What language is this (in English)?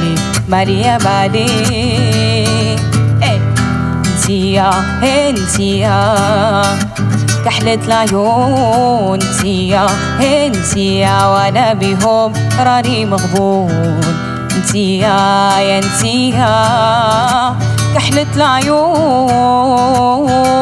Moroccan Arabic